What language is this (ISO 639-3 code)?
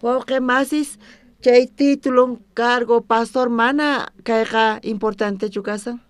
quh